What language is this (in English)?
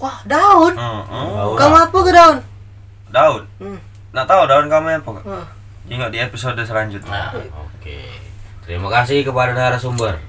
Musi